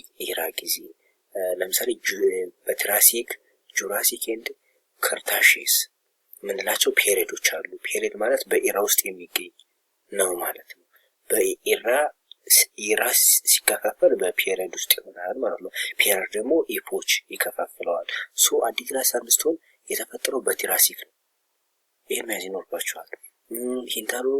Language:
Amharic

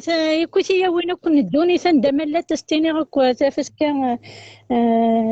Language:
Kabyle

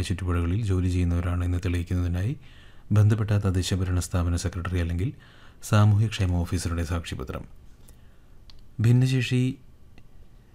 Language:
Malayalam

